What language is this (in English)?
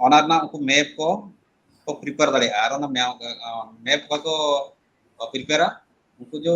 Santali